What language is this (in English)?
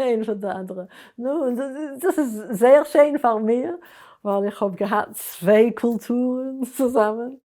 Yiddish